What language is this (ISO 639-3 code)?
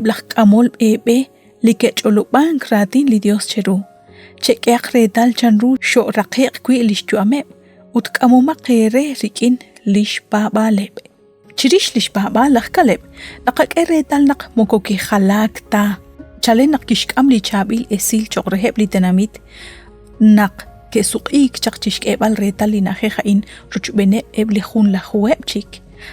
kek